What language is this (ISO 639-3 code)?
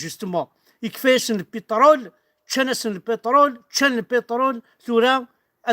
kab